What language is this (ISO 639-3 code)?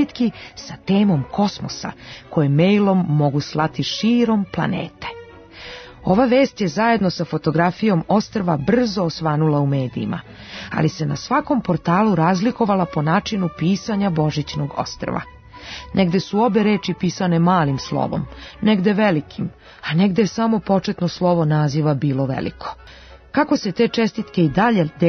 srp